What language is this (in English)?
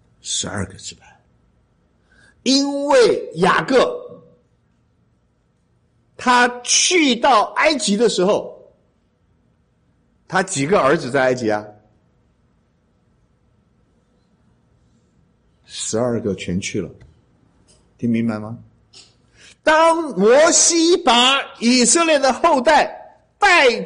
Chinese